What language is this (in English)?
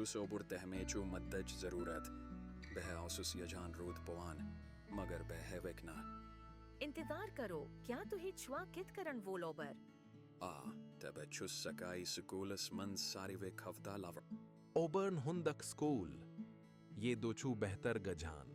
Kashmiri